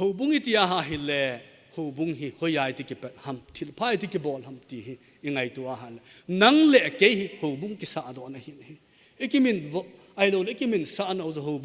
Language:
Thado Chin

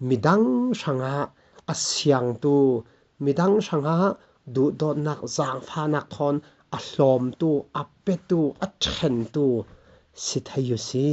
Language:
Falam Chin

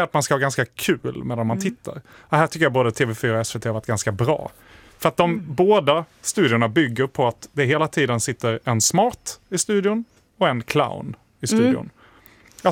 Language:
Swedish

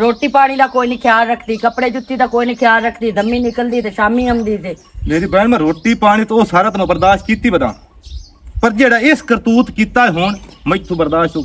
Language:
Western Panjabi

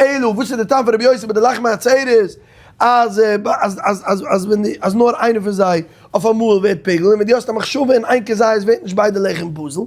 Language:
Yiddish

